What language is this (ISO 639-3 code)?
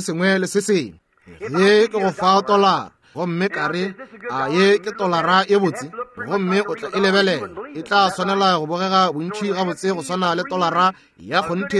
nso